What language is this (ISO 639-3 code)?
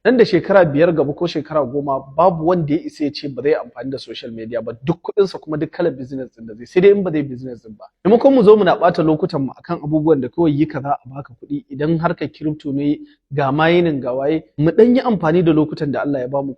hau